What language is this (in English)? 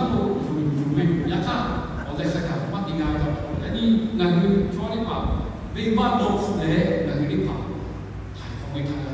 Lahu